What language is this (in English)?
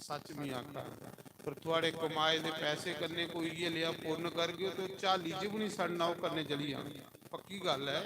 Dogri